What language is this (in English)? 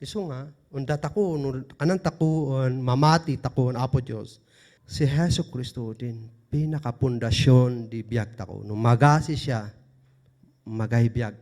Kankanaey